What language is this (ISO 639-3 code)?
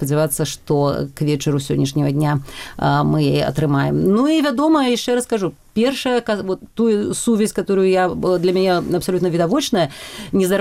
bel